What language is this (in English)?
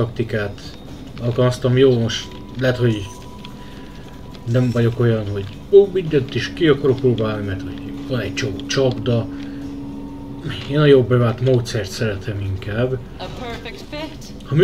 Hungarian